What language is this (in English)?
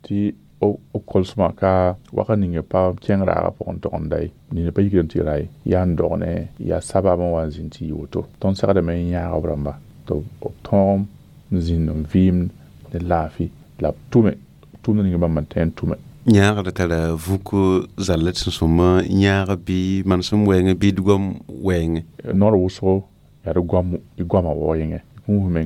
Mossi